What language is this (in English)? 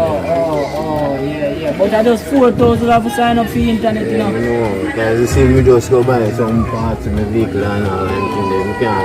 Jamaican Creole English